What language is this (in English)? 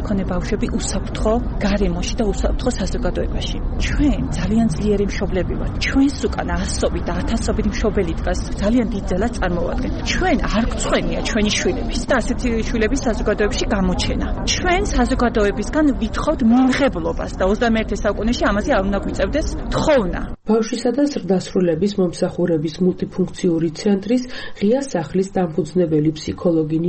Georgian